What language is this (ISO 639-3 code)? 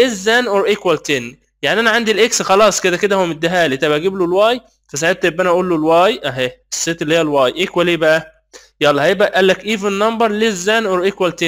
arz